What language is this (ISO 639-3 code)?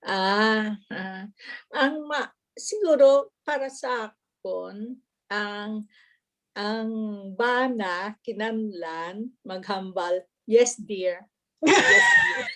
hil